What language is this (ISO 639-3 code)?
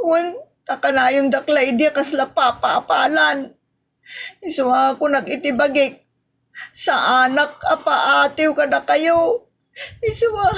ilo